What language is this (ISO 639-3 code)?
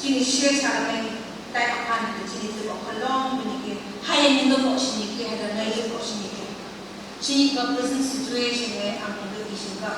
nph